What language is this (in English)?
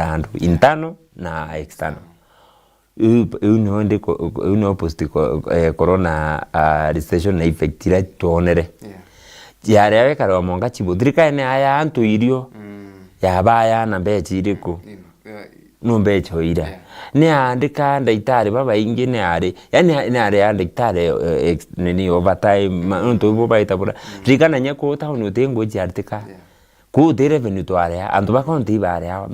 Meru